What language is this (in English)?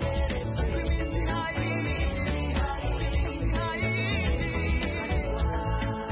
Kinyarwanda